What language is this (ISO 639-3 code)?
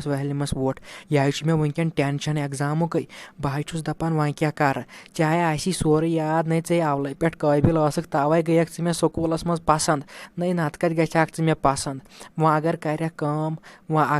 kas